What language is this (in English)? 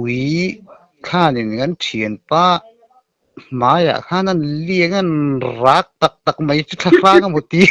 Mizo